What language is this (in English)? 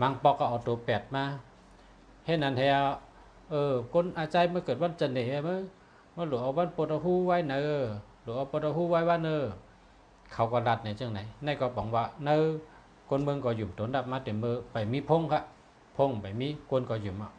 Shan